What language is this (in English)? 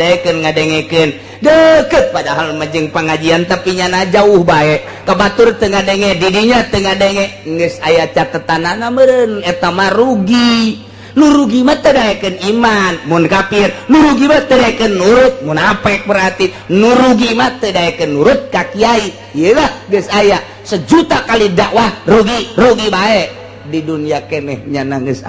Sundanese